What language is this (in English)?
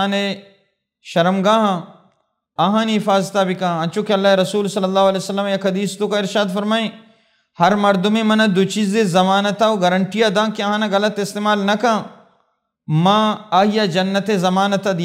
Baluchi